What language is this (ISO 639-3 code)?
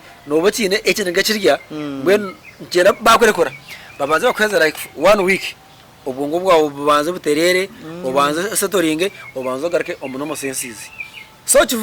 nyn